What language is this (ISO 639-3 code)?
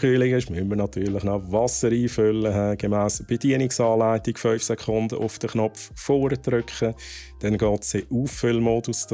gsw